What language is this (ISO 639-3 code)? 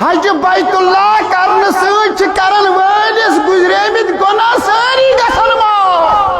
kas